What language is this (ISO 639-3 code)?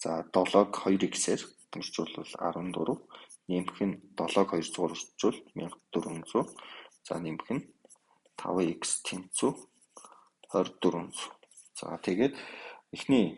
mon